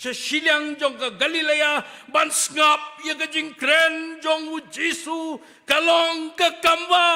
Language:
Khasi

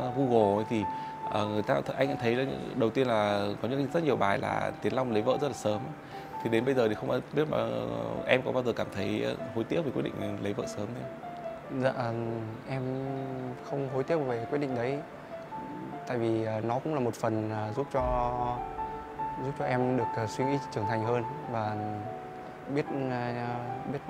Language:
Vietnamese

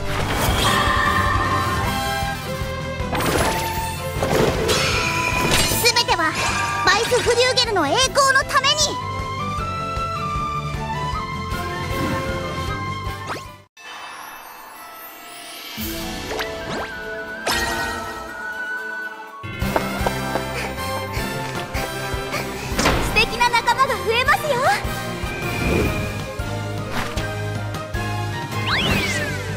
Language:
Japanese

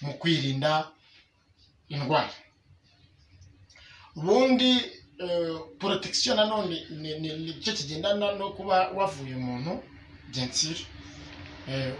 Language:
Kinyarwanda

